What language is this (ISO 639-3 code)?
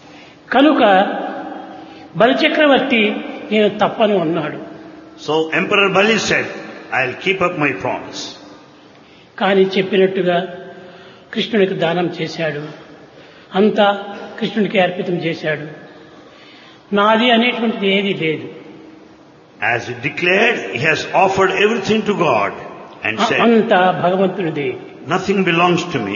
tel